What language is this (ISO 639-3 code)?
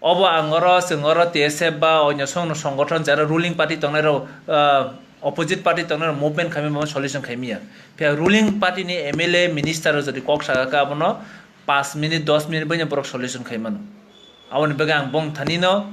trp